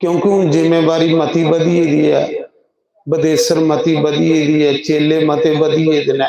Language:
Dogri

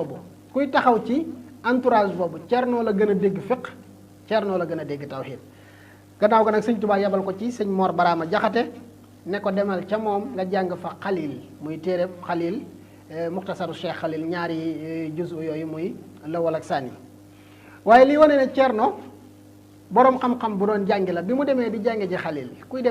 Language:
Wolof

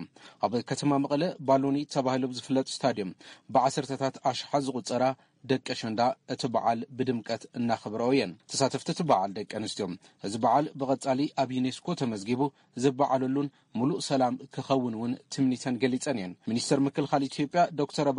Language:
Tigrinya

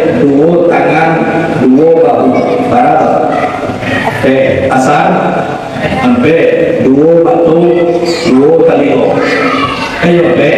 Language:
Minangkabau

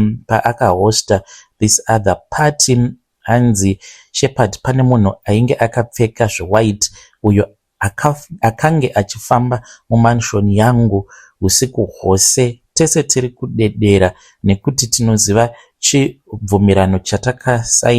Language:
Shona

